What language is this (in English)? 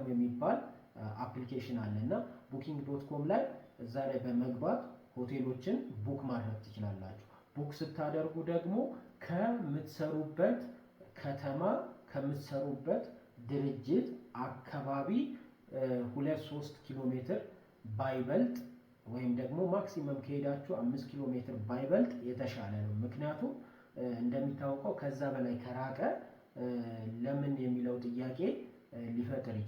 Amharic